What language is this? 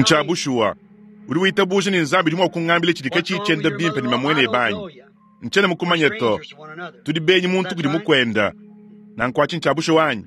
Luba-Lulua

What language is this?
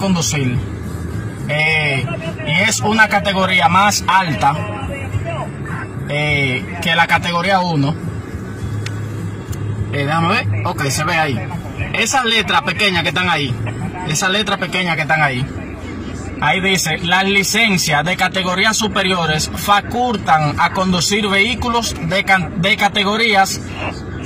Spanish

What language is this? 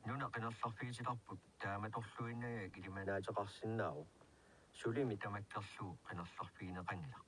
Kalaallisut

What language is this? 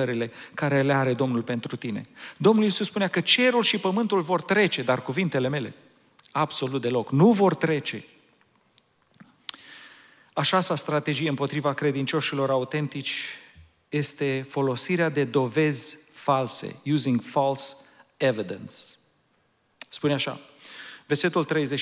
Romanian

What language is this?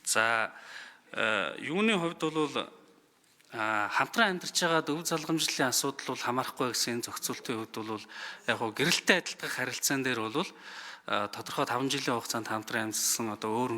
Mongolian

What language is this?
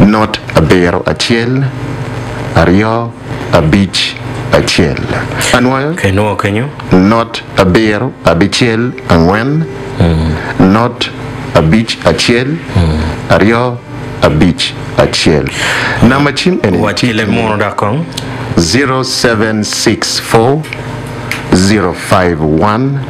Acoli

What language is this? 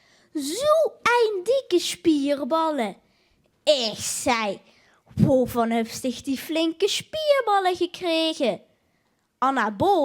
Limburgish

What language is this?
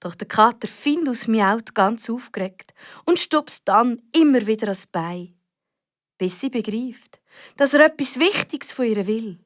Swiss German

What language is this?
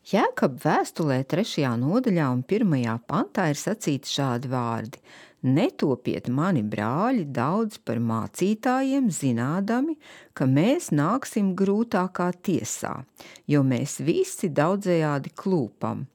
Latvian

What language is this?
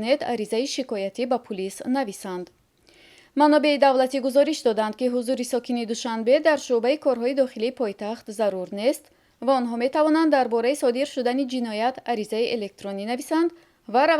Tajik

